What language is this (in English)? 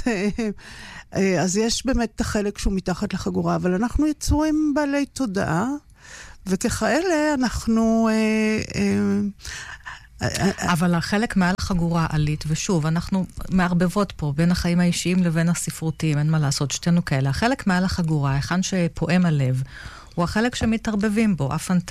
Hebrew